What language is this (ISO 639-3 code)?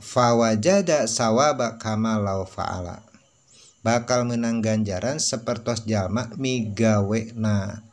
sun